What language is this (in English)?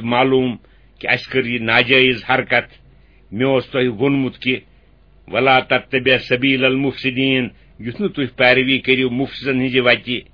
Kashmiri